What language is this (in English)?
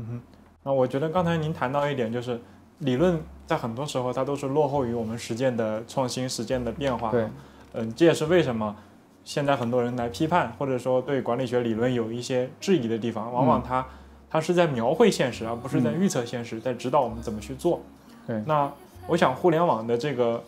Chinese